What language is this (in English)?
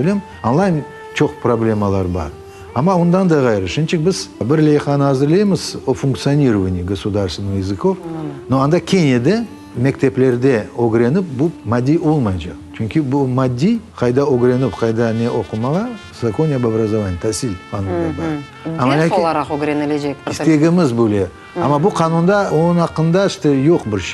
Crimean Tatar